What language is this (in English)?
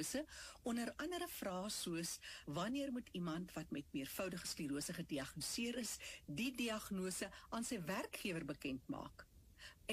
Afrikaans